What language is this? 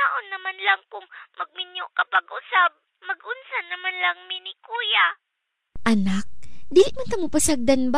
Cebuano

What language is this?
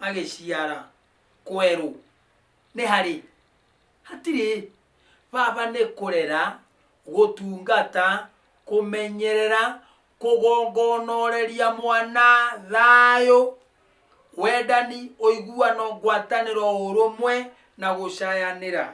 Kikuyu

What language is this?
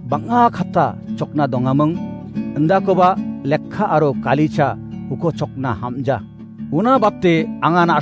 Garo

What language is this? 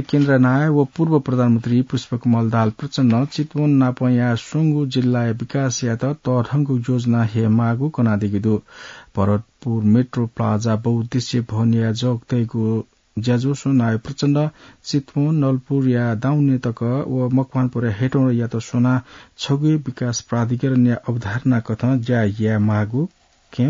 Newari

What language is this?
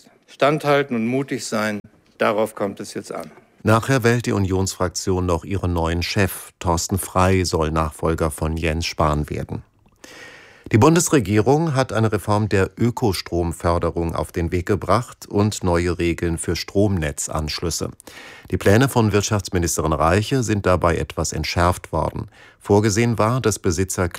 German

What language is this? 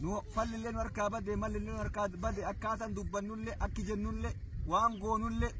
Oromo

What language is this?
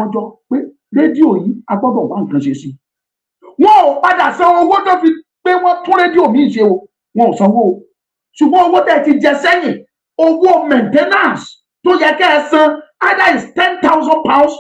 Yoruba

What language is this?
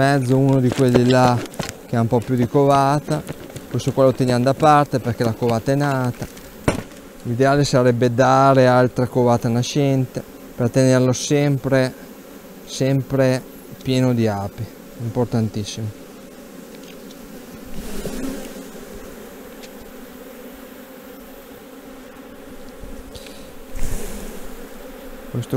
Italian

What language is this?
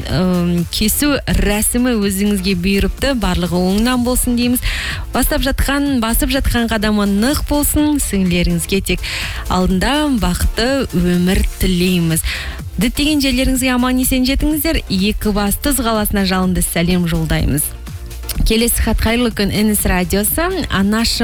Kazakh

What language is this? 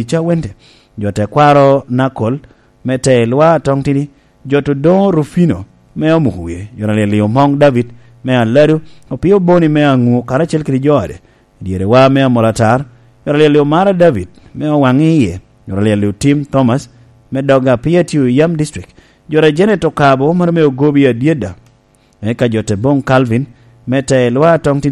Lango (Uganda)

